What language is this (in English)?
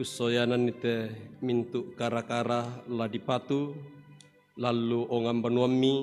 Toraja-Sa'dan